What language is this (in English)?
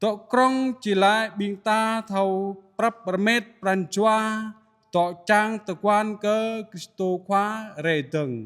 Jarai